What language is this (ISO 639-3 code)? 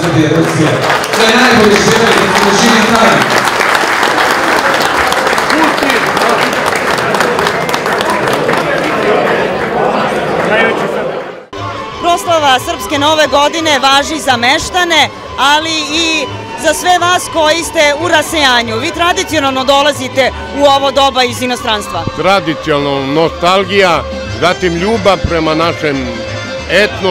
srp